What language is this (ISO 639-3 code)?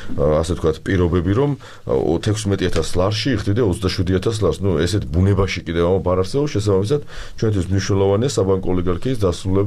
kat